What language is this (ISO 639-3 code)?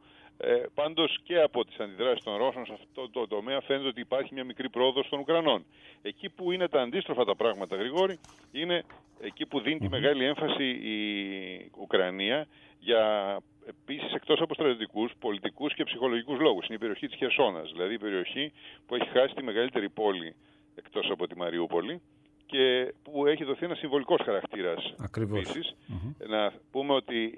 ell